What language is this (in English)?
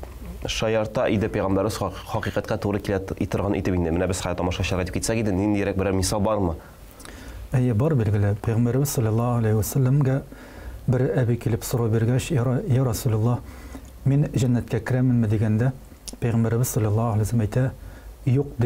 Tatar